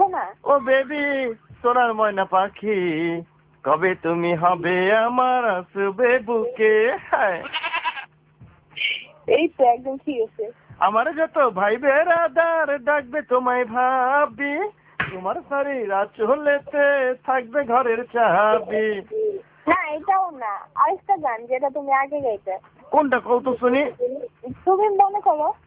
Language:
Bangla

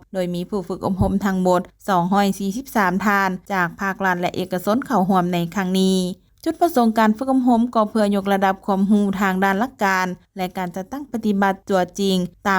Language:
Lao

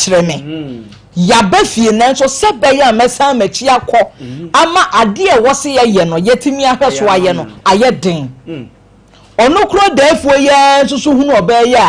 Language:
Akan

